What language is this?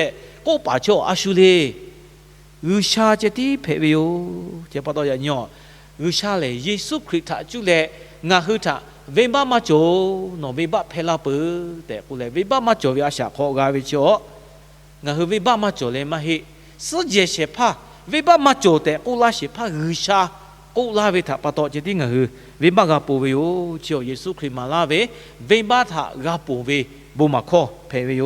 Lahu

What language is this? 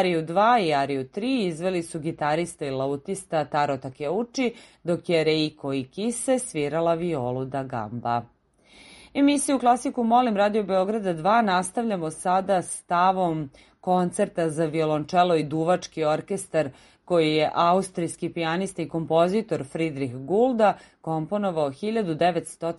Serbian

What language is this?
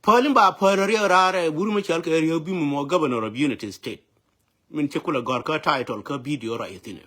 Nuer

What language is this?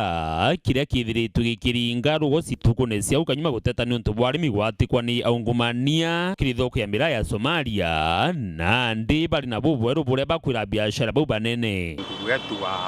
Meru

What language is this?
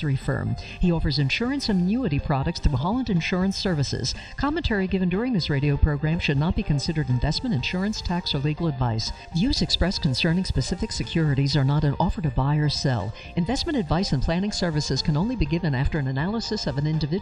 English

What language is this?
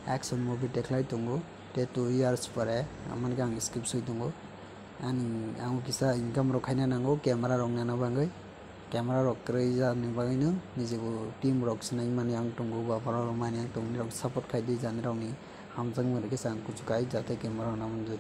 Kok Borok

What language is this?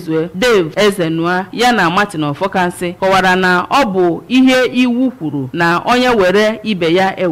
Igbo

